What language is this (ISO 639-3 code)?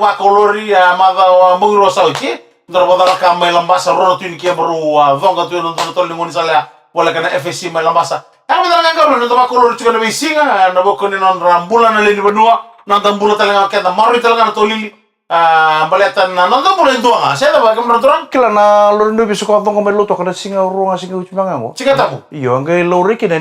fij